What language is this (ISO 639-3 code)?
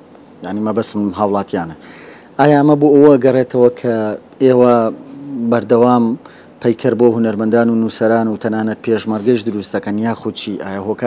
ckb